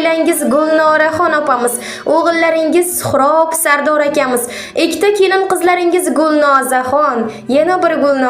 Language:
Uzbek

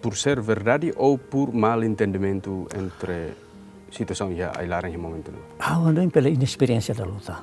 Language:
Tetum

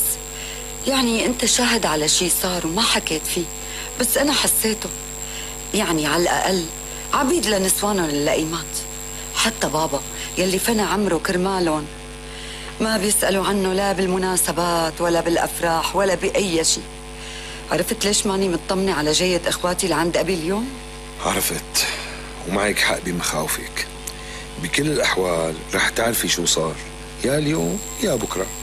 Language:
North Levantine Arabic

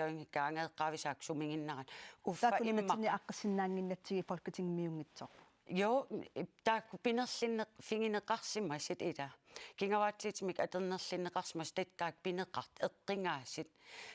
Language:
Kalaallisut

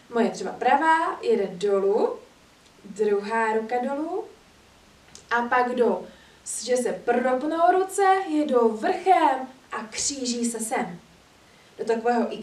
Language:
Czech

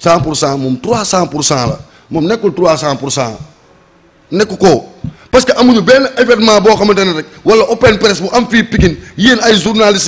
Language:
Wolof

